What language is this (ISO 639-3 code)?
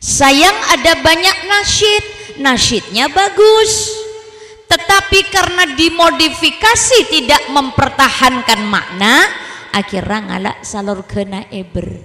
mad